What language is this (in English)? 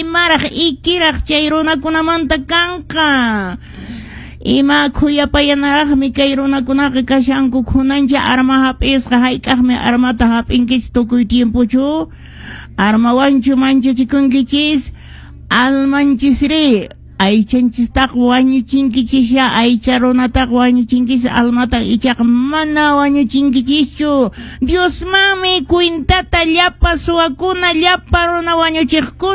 Quechua